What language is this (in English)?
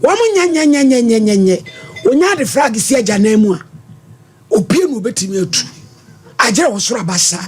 Akan